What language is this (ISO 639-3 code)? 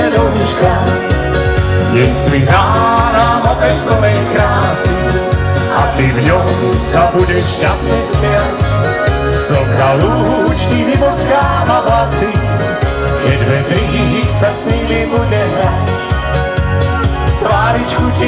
slk